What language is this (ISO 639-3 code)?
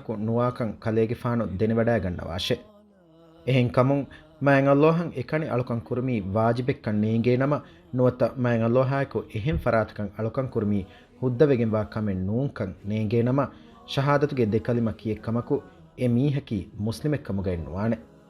div